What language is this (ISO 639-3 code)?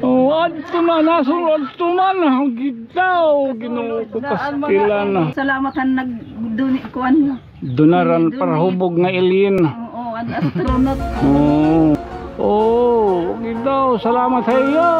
war